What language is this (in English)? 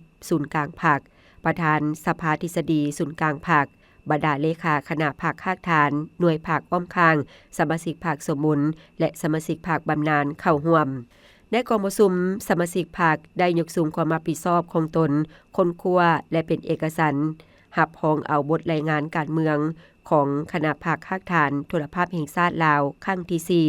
Lao